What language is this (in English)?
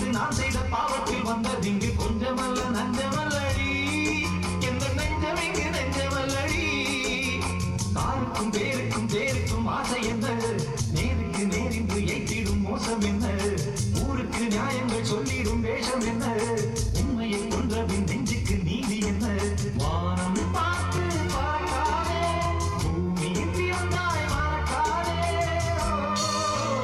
Tamil